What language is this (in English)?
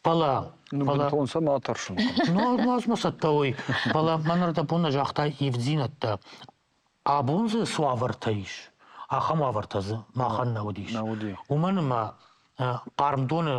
Ossetic